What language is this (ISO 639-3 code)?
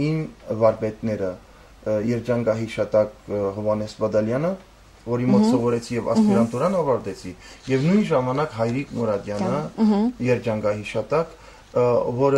hye